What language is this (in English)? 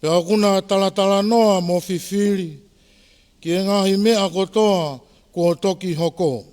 Tongan